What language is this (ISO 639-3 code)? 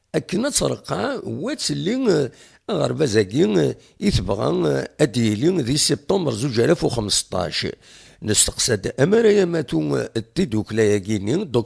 kab